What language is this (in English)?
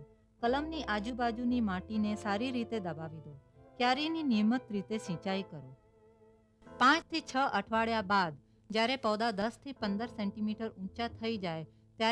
Gujarati